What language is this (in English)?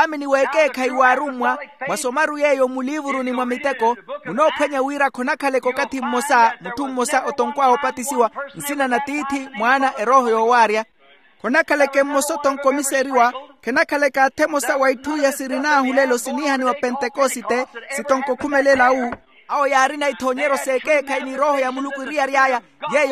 Makhuwa